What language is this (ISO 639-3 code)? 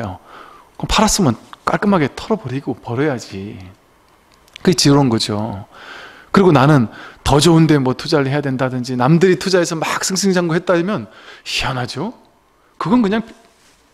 kor